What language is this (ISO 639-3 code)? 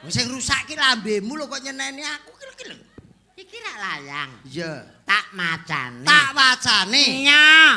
jav